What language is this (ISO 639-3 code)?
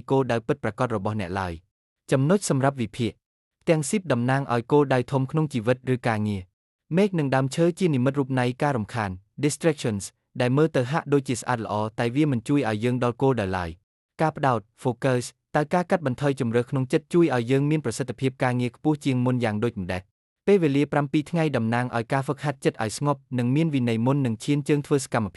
khm